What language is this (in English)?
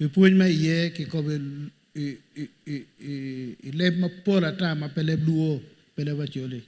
Acoli